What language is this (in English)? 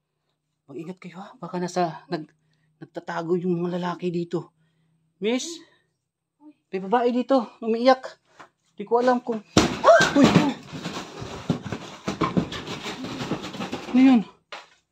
Filipino